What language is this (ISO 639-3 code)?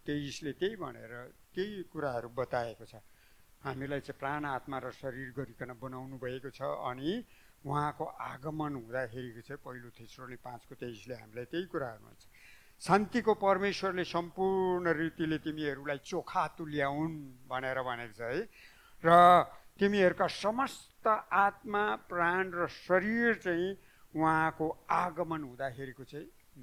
nep